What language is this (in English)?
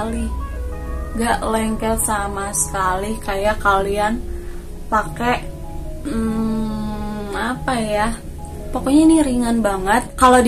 Indonesian